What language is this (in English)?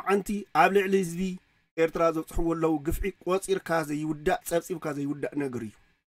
Tigrinya